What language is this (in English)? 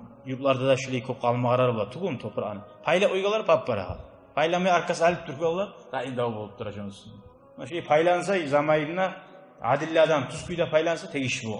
Kumyk